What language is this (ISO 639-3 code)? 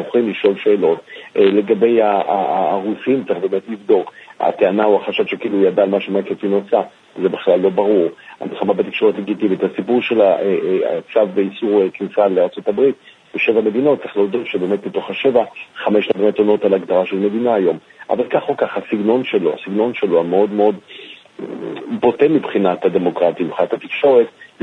heb